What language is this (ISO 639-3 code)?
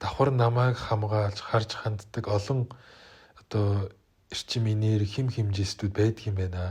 mon